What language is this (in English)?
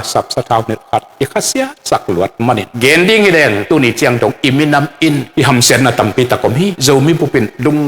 Tedim Chin